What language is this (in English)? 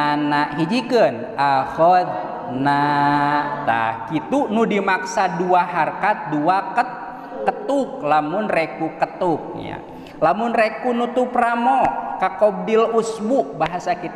Sundanese